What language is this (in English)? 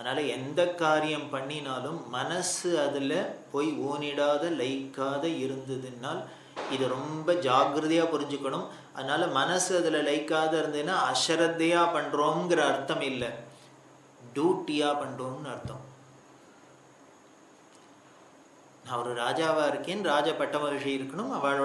Tamil